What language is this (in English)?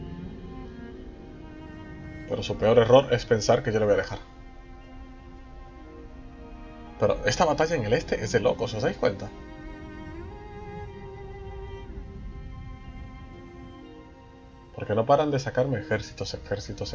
Spanish